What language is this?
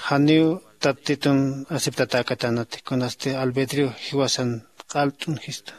Aymara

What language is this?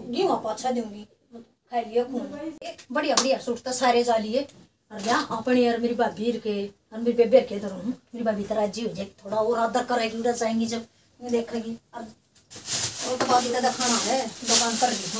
Haryanvi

